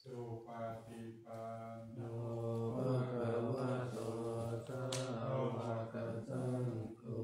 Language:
Pali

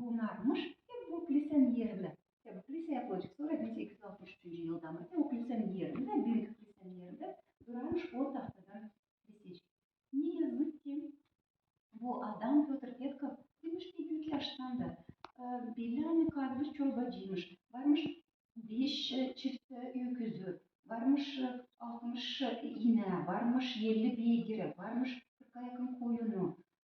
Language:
Gagauz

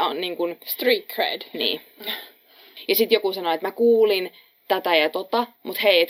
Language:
Finnish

